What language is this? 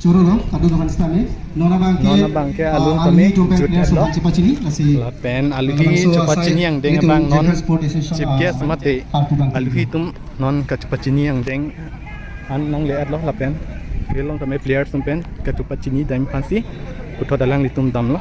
Karbi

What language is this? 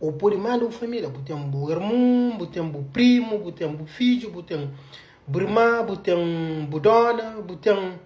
Kabuverdianu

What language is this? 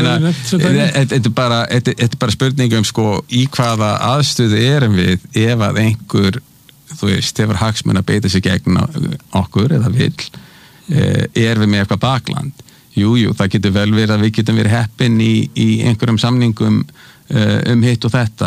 Icelandic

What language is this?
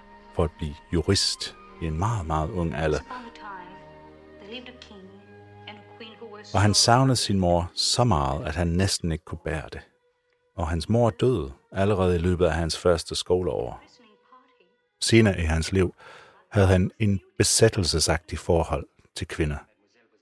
Danish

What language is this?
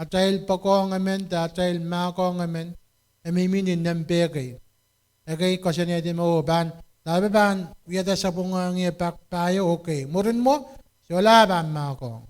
Pohnpeian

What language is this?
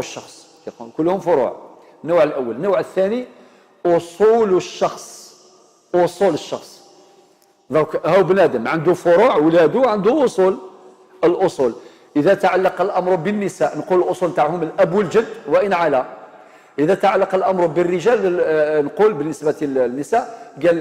Algerian Arabic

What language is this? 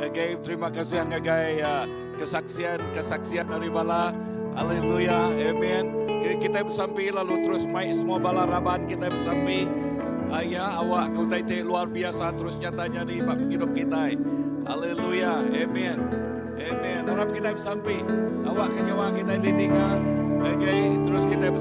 Iban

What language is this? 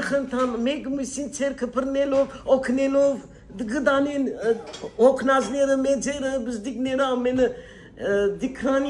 Western Armenian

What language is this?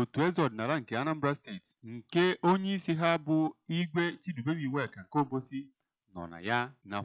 Igbo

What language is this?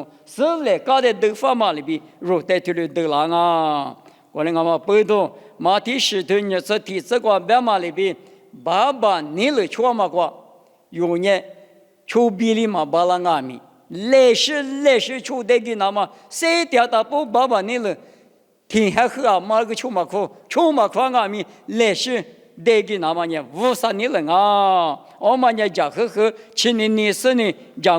Lisu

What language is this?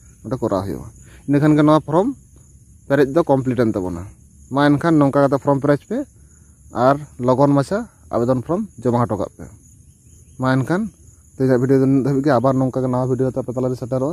Santali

